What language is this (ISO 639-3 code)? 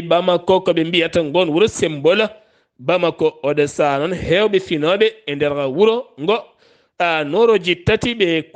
ful